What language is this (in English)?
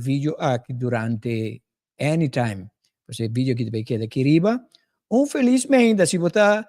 Papiamento